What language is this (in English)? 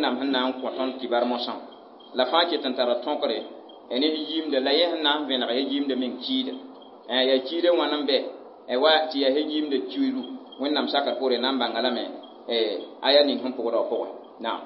Mossi